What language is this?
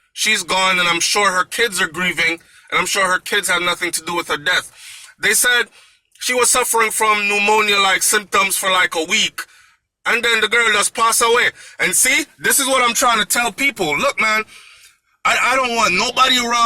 Jamaican Creole English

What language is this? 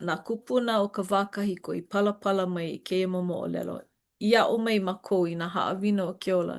Hawaiian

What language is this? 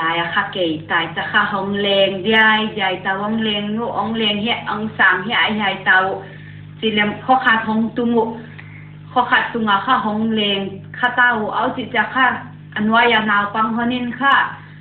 Paite Chin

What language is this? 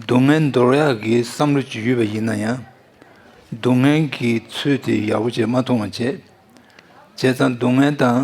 Tibetan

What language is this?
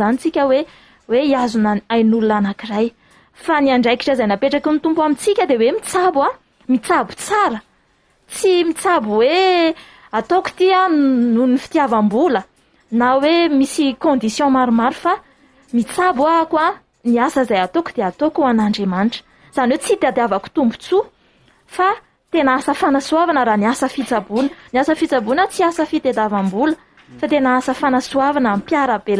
Malagasy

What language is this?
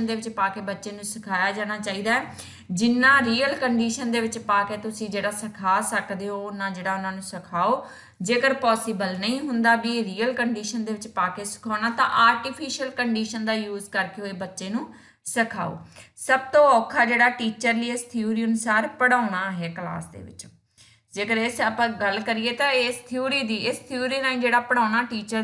Punjabi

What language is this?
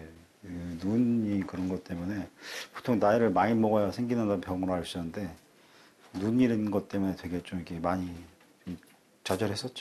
Korean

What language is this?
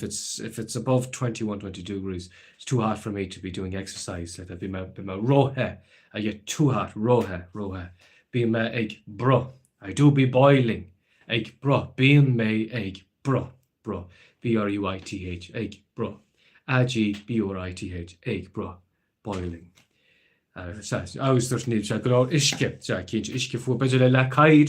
Irish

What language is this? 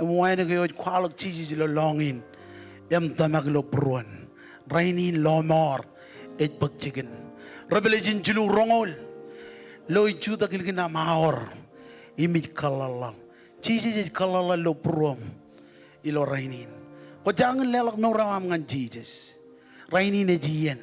Marshallese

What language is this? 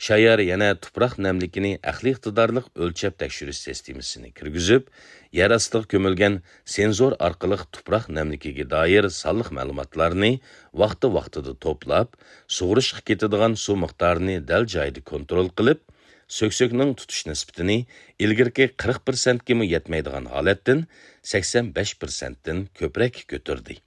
Uyghur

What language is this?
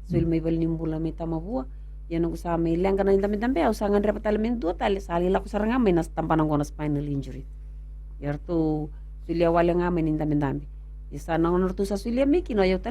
Fijian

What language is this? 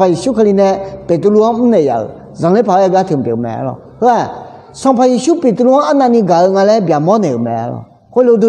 Akha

